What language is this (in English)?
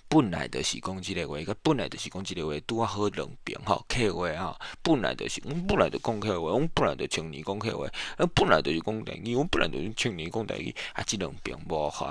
Min Nan Chinese